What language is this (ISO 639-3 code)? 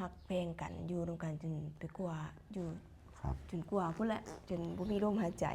lao